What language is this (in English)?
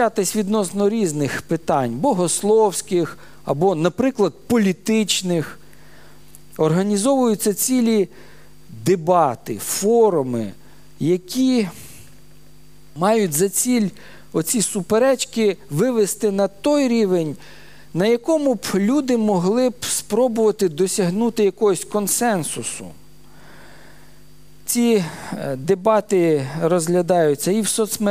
Ukrainian